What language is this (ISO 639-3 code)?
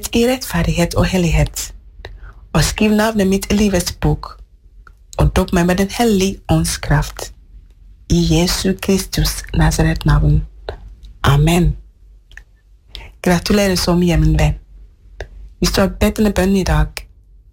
nor